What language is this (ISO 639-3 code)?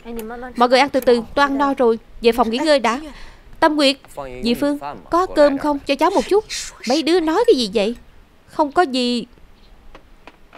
vie